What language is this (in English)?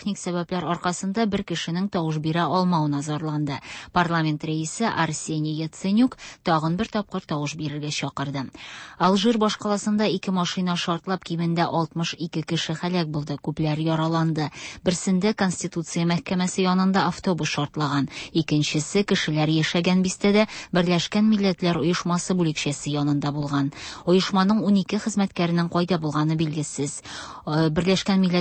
Tatar